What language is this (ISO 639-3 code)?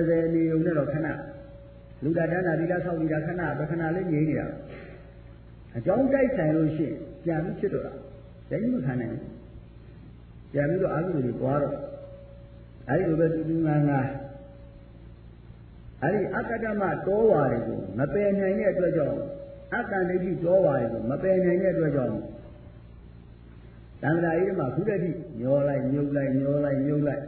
mya